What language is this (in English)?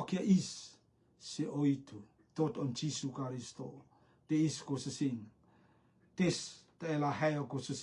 Rotuman